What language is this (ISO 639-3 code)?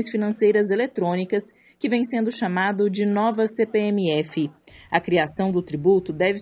por